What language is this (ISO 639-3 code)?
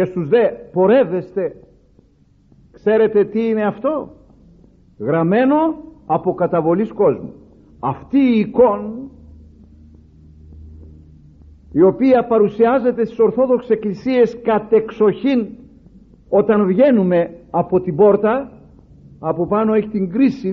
ell